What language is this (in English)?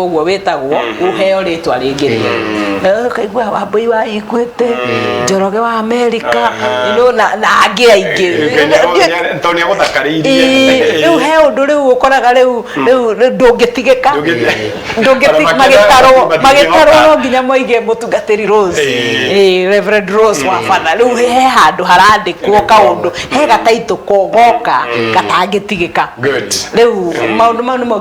Kikuyu